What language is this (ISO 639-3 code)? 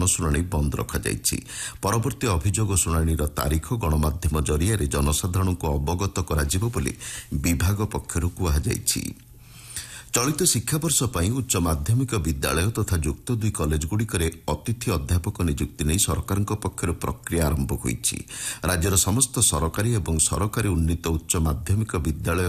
ori